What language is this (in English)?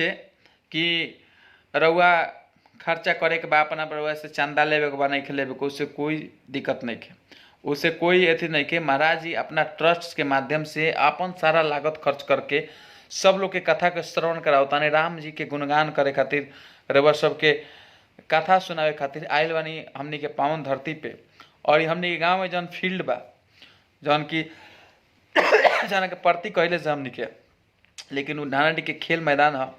Bhojpuri